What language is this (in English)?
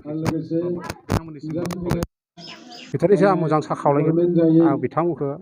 Bodo